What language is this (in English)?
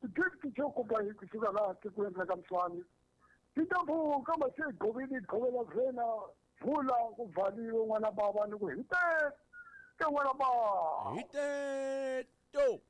Tsonga